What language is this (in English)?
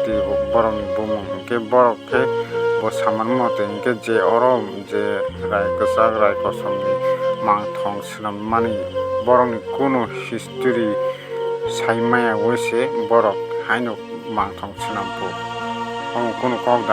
Kok Borok